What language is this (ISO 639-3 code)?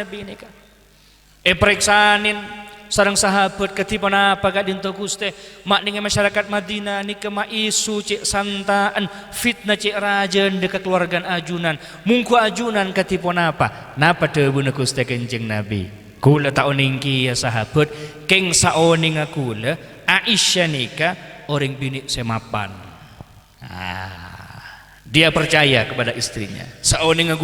mad